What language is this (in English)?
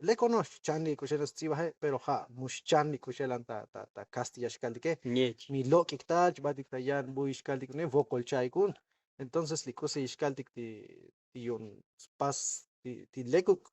Tzotzil